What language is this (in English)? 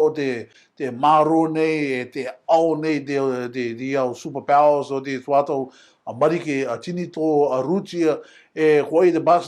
Rarotongan